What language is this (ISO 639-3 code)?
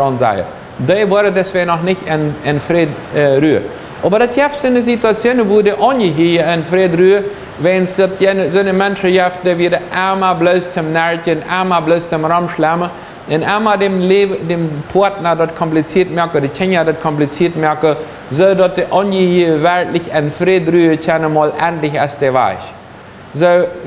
pdt